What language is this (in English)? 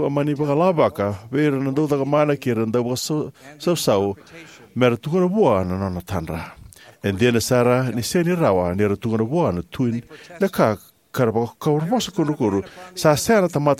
Fijian